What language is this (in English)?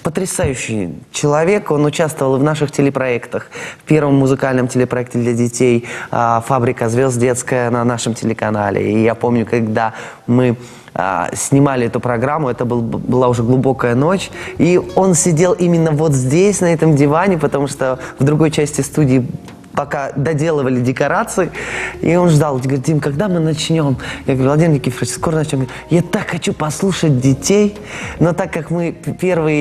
Russian